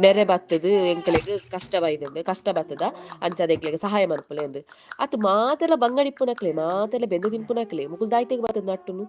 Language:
Tulu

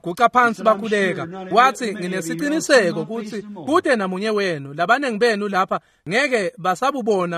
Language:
Swati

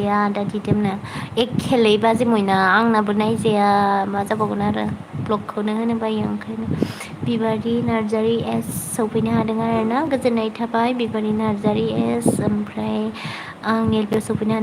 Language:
Bodo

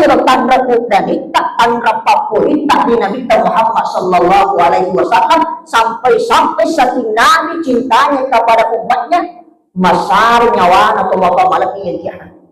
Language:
Buginese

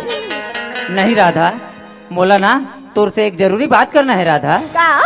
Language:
Chhattisgarhi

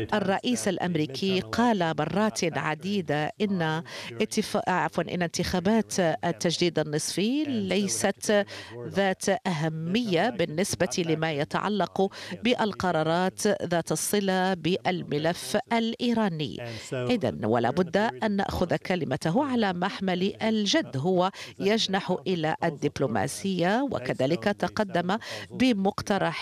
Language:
Arabic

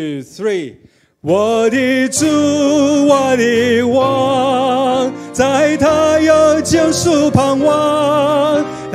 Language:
Chinese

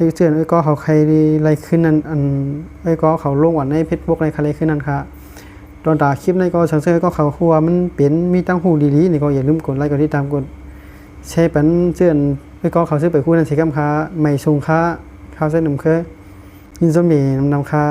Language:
Shan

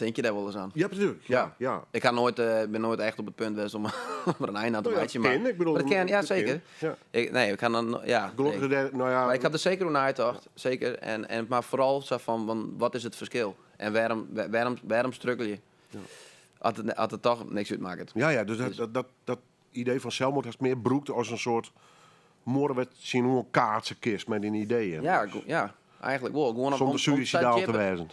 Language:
Western Frisian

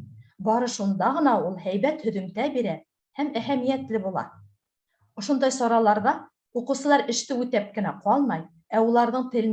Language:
Bashkir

